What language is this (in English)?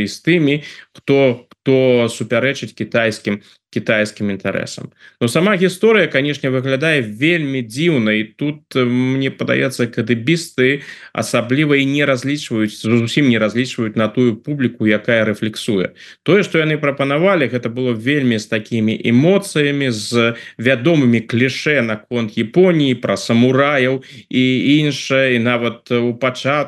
Belarusian